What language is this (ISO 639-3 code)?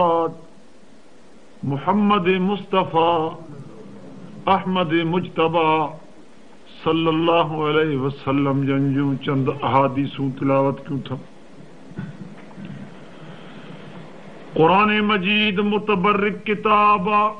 snd